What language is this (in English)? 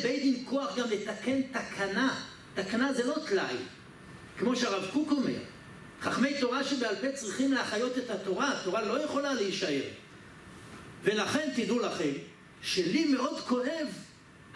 Hebrew